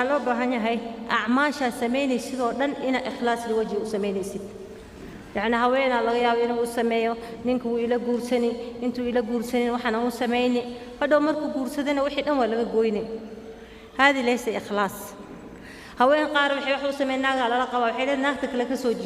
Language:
Somali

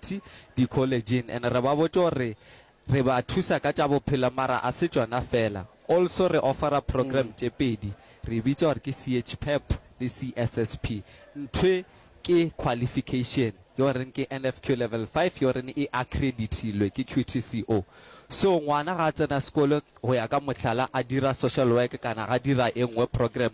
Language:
Northern Sotho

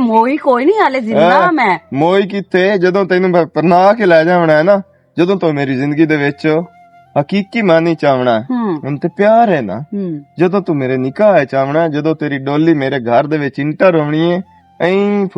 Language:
Western Panjabi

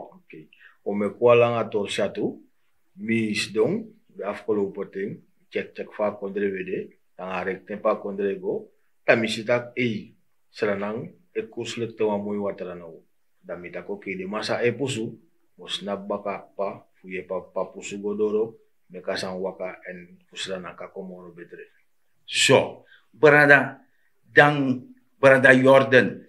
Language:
Sranan Tongo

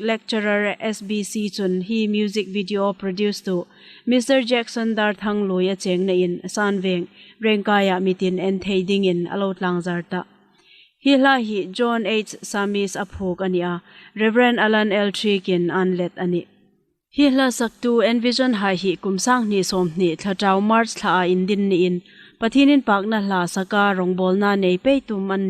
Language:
Hmar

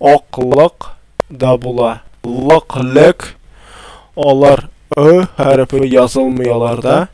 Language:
Tatar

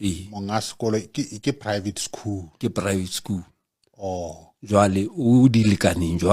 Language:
Southern Sotho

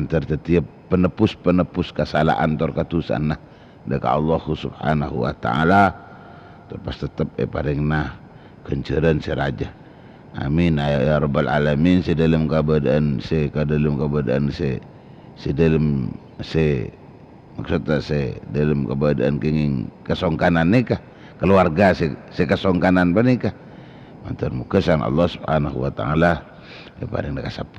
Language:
Madurese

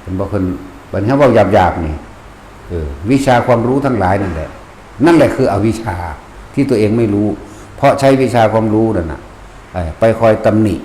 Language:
Northeastern Thai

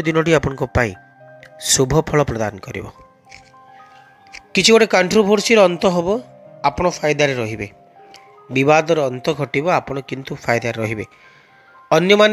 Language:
Odia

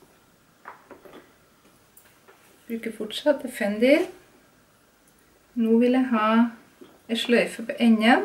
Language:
Norwegian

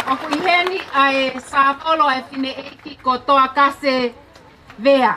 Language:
Tongan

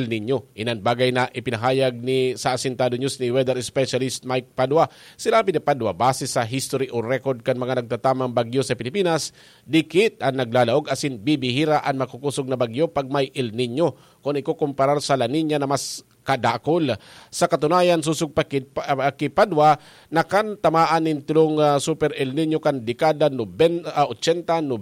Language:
Bikol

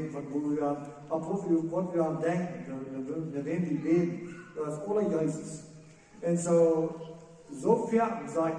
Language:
Plautdietsch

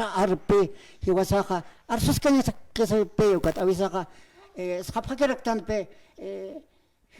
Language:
Aymara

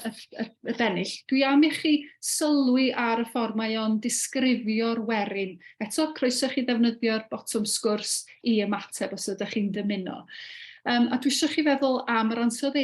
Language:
Welsh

